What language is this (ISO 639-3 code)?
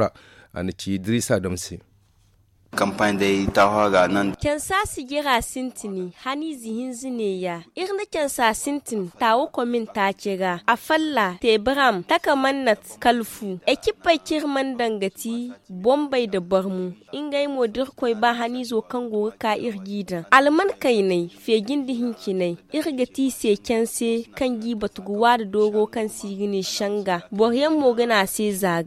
dje